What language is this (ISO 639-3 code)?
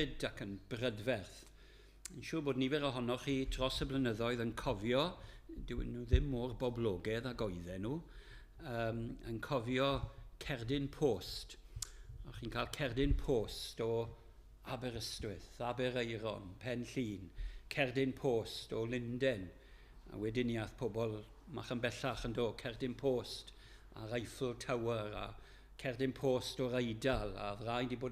cym